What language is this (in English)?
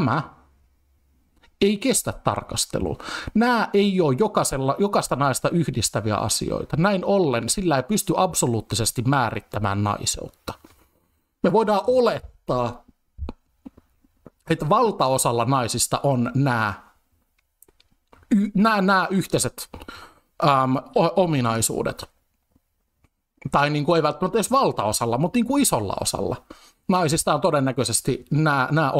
Finnish